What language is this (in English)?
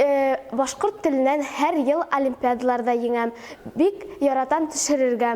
Bashkir